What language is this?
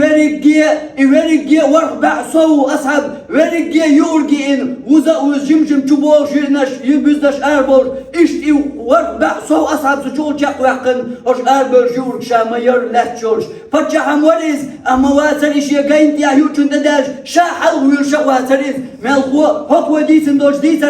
Chechen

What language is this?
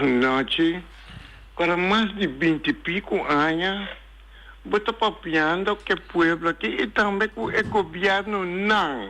Papiamento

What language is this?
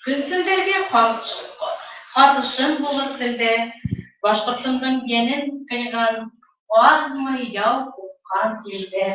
Bashkir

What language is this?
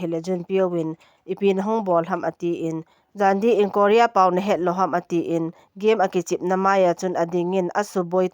Thado Chin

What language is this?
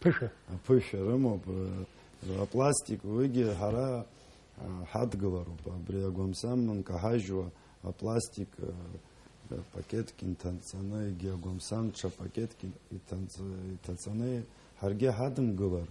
Abkhazian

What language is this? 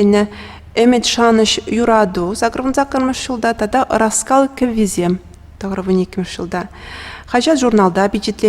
Chuvash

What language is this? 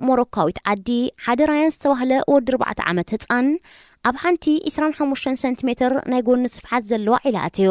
Tigrinya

